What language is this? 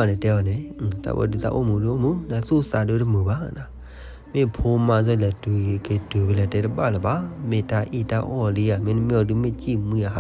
S'gaw Karen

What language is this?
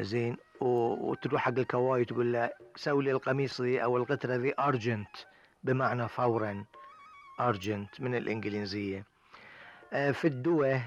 Gulf Arabic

